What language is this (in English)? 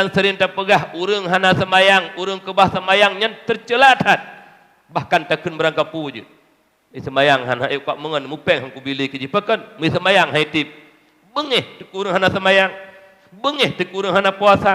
Achinese